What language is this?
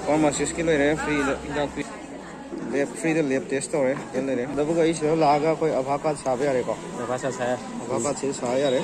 Manipuri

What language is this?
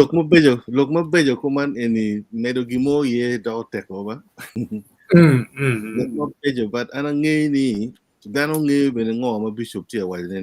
Acoli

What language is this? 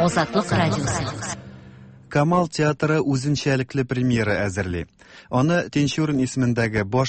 Tatar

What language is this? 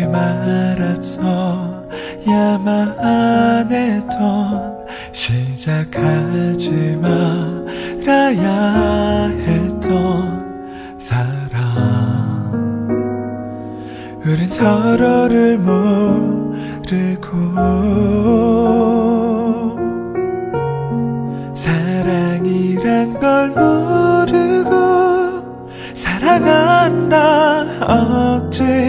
Korean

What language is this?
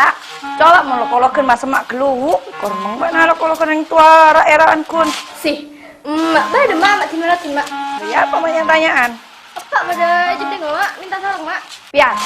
Madurese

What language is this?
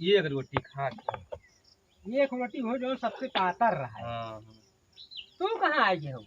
Awadhi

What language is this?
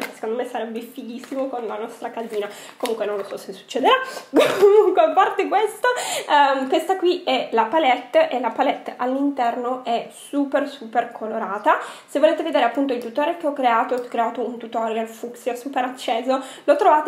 Italian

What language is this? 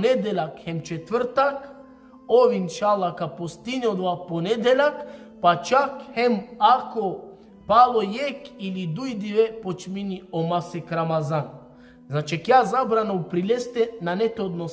Balkan Romani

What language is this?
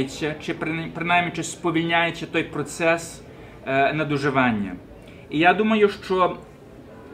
Ukrainian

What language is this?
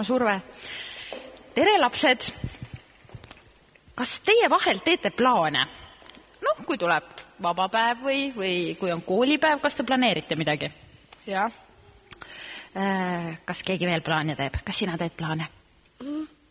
Estonian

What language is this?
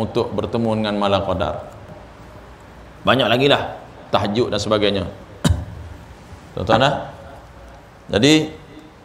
Malay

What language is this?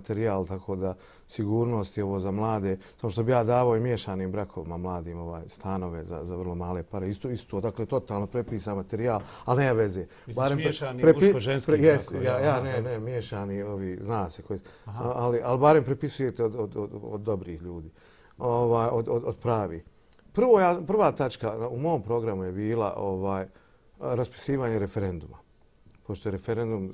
Bosnian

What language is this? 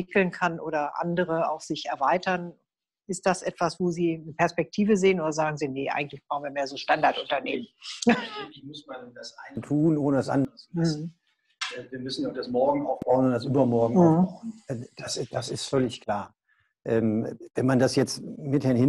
German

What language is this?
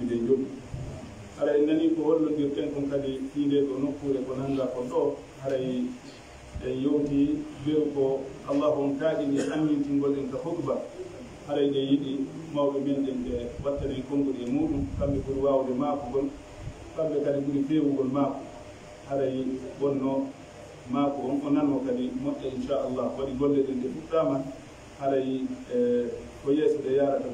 Pular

